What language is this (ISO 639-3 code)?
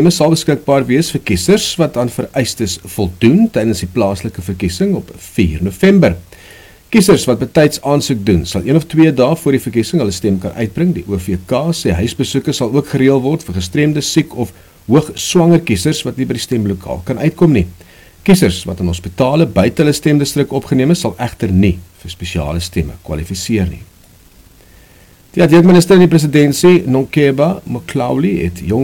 afr